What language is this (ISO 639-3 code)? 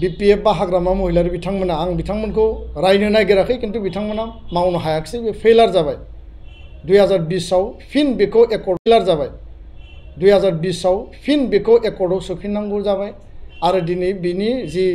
brx